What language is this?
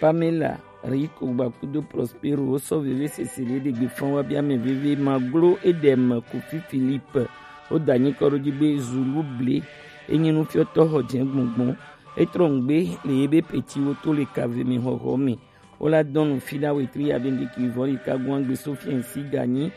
Gen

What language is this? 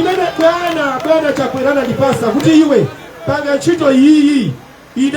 Nyanja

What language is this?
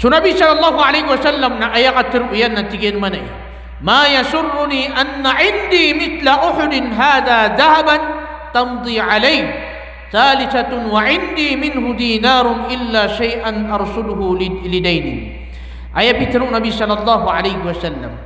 Maranao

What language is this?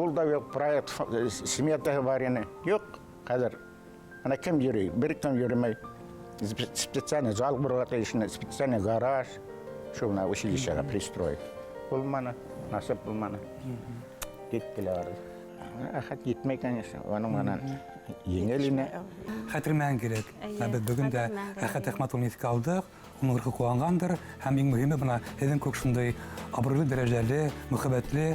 Bashkir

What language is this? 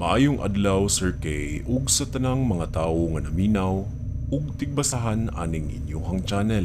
Cebuano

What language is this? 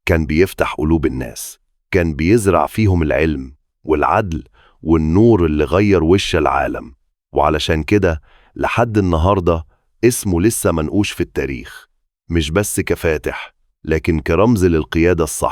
Egyptian Arabic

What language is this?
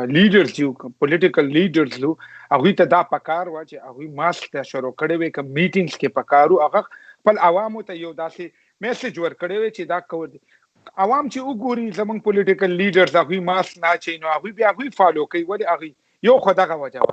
Pashto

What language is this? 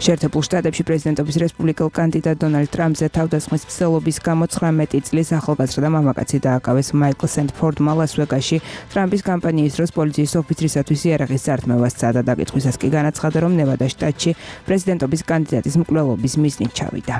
Georgian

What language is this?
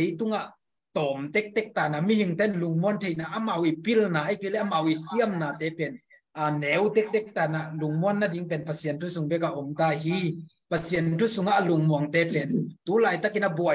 Tedim Chin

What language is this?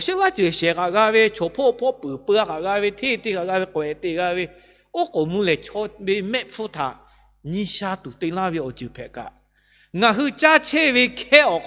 Lahu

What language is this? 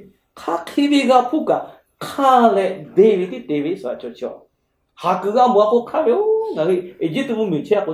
Lahu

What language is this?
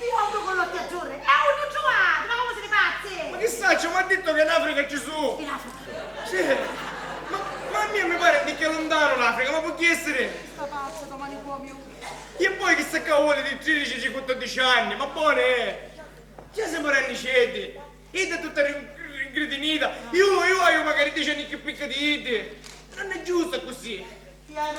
Sicilian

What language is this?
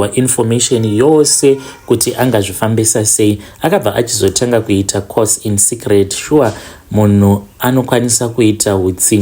Shona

